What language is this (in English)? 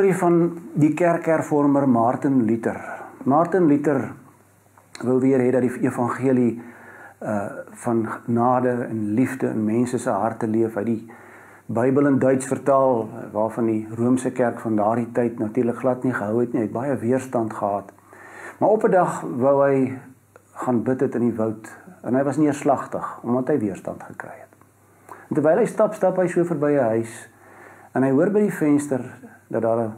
Afrikaans